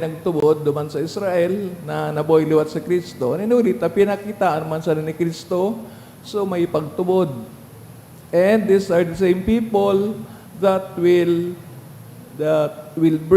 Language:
Bikol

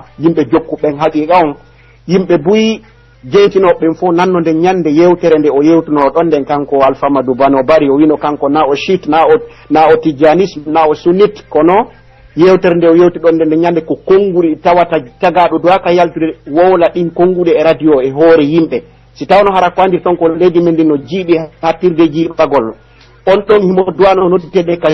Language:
Pular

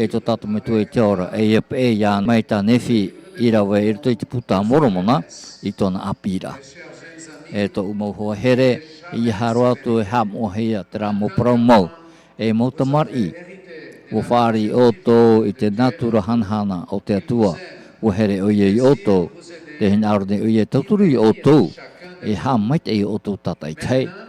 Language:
Tahitian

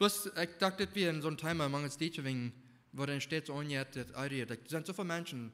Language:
Plautdietsch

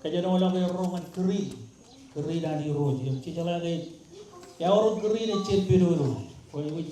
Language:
Marshallese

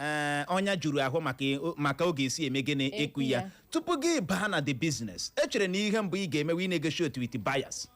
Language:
Igbo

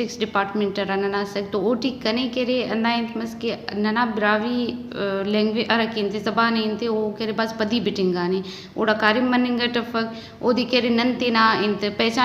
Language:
Brahui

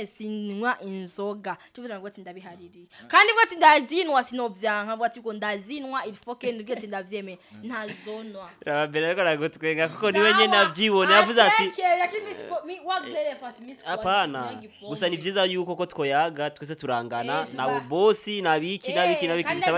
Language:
Rundi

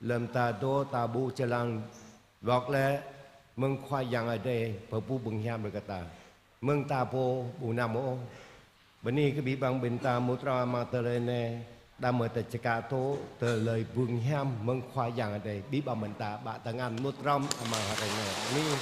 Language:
Jarai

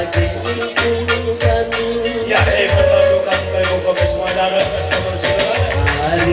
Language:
Batak Karo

